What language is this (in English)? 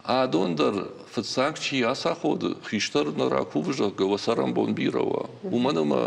Ossetic